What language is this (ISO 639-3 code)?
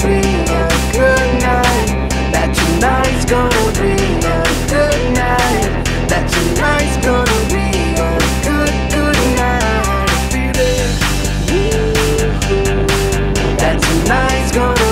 eng